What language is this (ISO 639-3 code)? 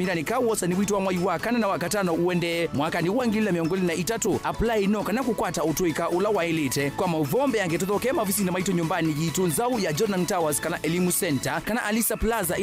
kam